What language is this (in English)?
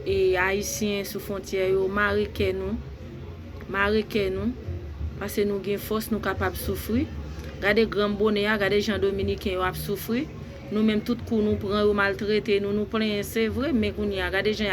Haitian Creole